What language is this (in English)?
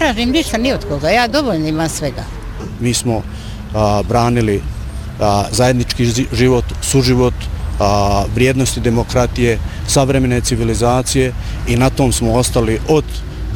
Bosnian